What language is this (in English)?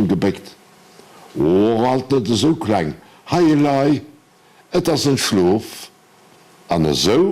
Luxembourgish